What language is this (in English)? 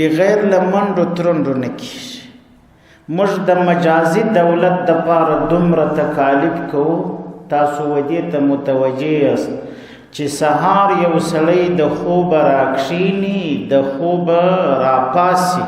Pashto